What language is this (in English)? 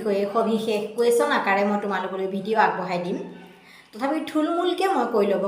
Assamese